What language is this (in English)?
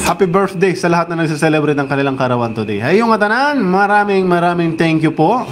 Waray